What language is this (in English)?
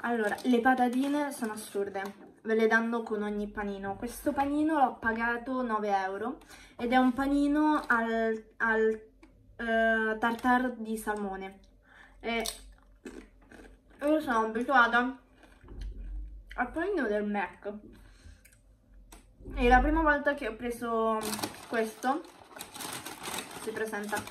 Italian